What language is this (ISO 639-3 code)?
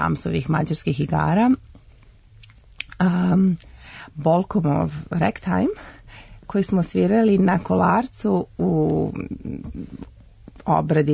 srp